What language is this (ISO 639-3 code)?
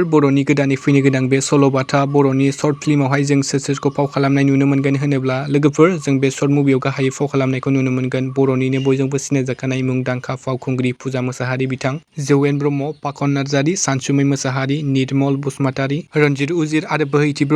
brx